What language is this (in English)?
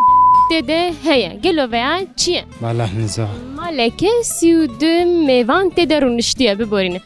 Kurdish